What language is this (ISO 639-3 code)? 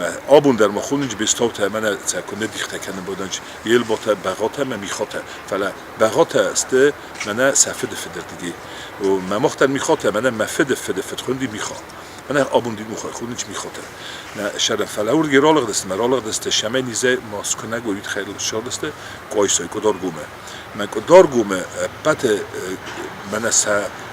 oss